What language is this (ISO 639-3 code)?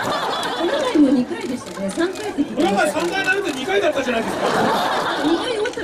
jpn